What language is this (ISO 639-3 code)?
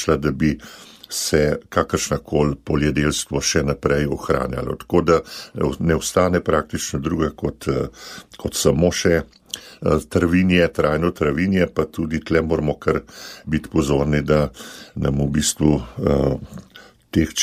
slv